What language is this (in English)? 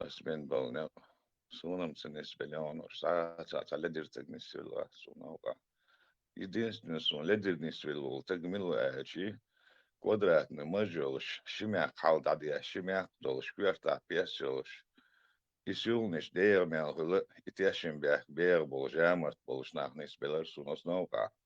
Chechen